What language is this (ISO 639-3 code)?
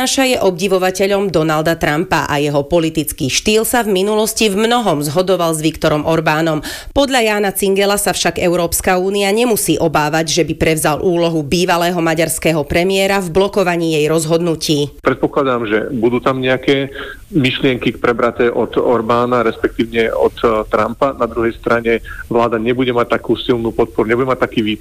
slk